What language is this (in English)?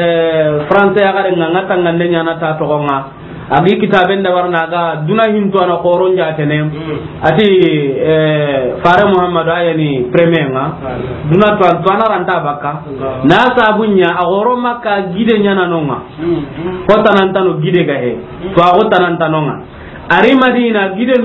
Soninke